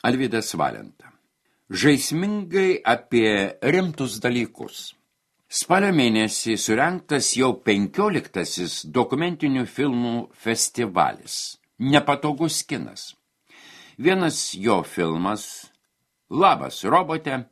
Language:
Lithuanian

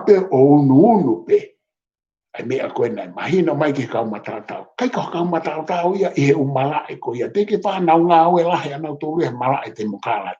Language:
Tongan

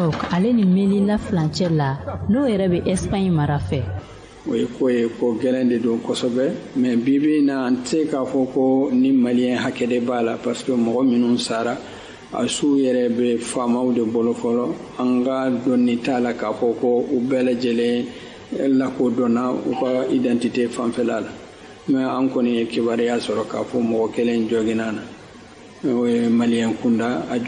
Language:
Bambara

